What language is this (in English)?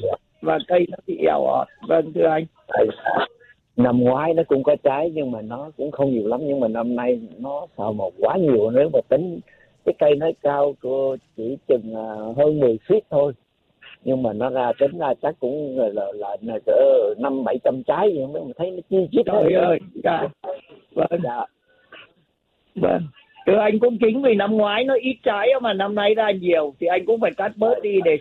Vietnamese